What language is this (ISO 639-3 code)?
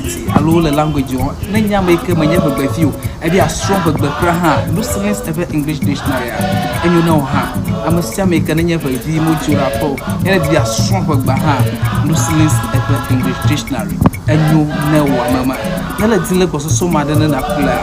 ewe